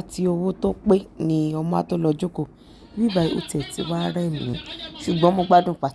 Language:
Yoruba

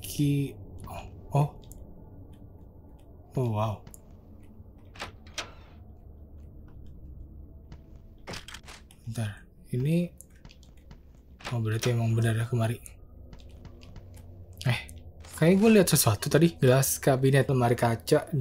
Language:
Indonesian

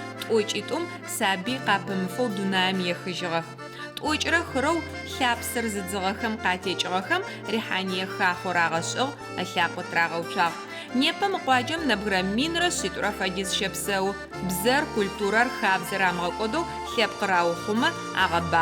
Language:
Adyghe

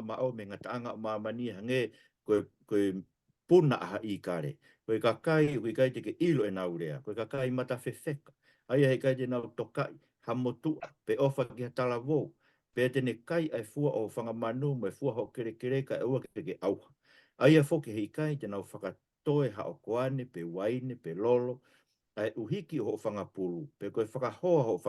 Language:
Tongan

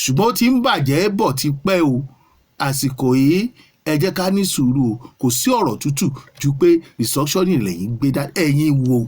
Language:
Yoruba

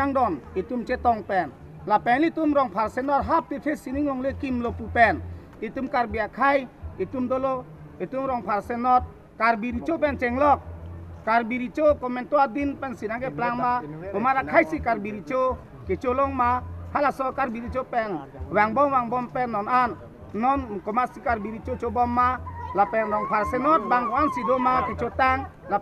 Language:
Karbi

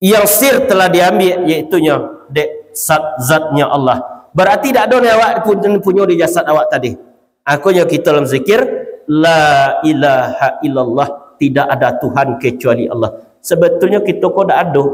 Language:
Minangkabau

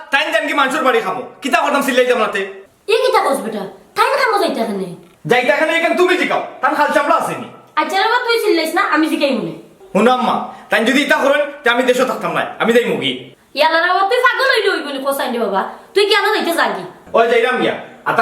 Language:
Sylheti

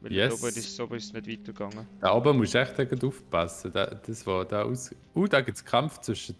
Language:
Swiss German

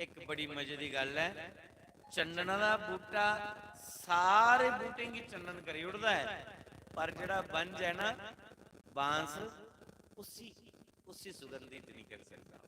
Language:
Dogri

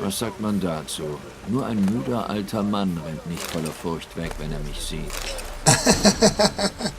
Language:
Swiss German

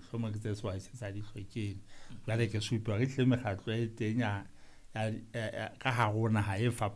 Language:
Southern Sotho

